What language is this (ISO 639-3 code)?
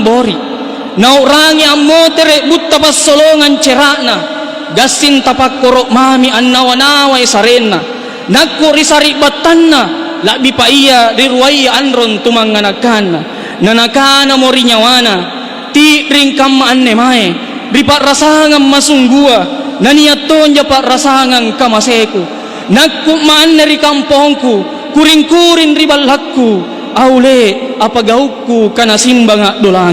mak